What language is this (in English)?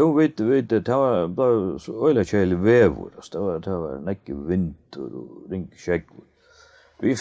Faroese